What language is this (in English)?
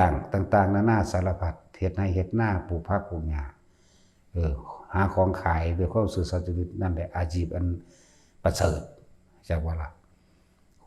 Northeastern Thai